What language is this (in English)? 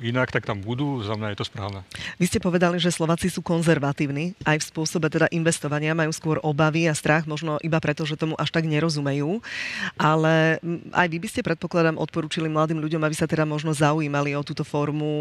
Slovak